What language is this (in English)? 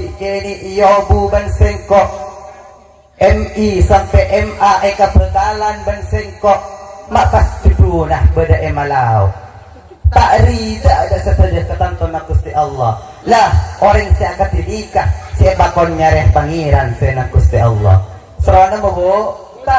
Madurese